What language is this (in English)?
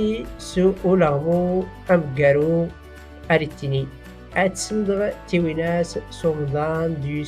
Tachelhit